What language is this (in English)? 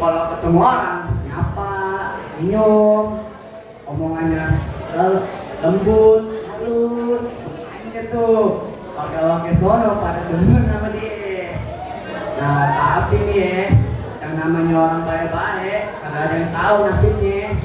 Betawi